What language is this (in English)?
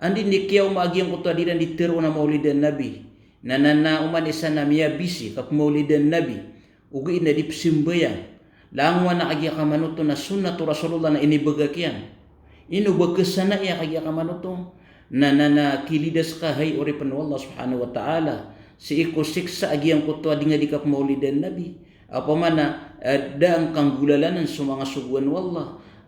Maranao